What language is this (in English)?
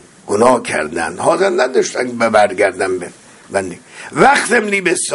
Persian